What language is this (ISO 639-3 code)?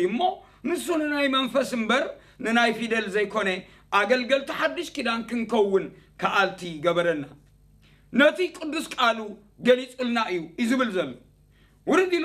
tir